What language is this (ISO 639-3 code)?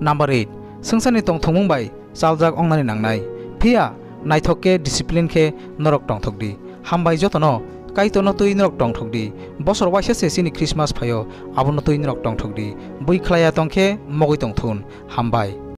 trp